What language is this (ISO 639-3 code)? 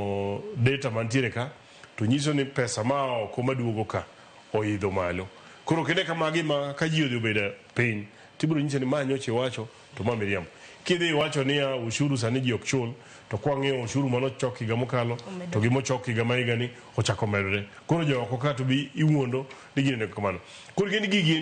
luo